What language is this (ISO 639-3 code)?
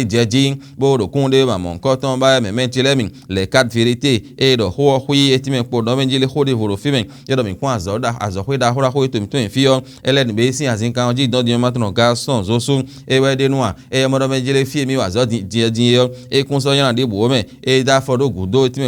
fon